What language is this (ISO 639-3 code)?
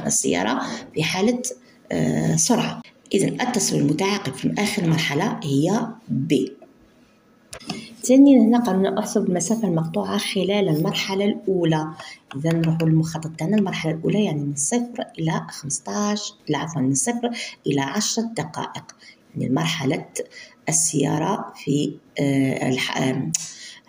arq